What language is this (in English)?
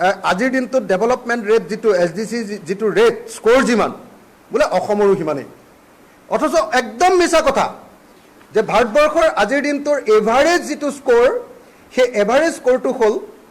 Assamese